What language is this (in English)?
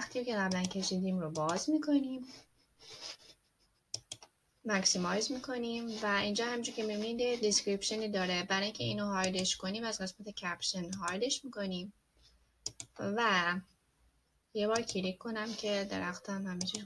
Persian